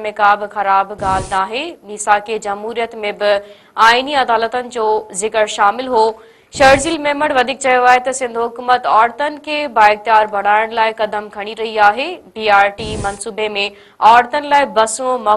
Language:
Sindhi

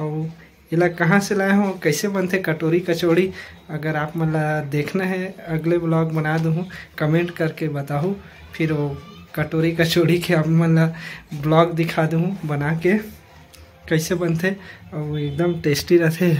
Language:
Chhattisgarhi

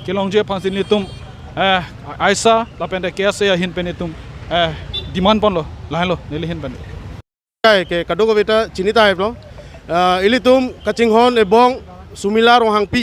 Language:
Karbi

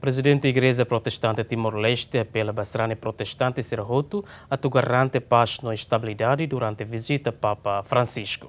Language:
Tetum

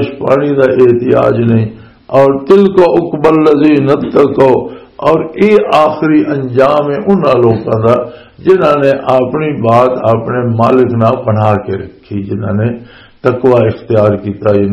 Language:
Western Panjabi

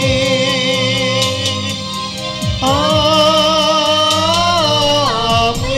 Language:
Malayalam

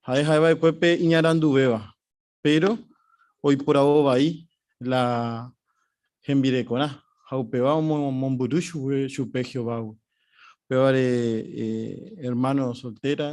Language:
Guarani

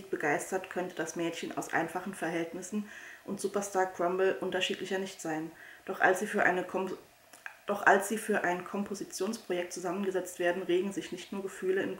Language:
German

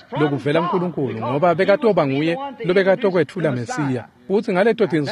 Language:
Swati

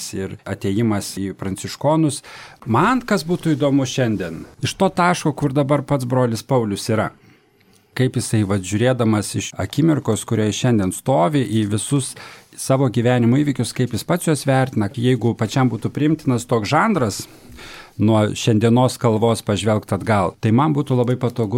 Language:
Lithuanian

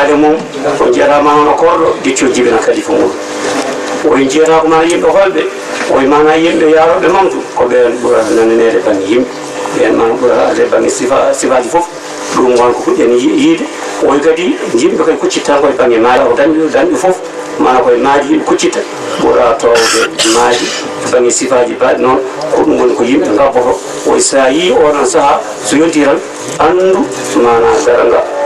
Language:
Fula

